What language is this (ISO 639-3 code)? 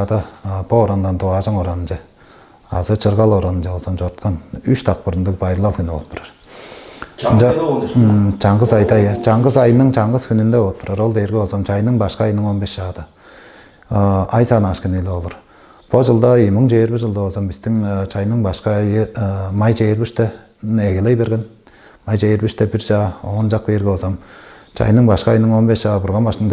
tyv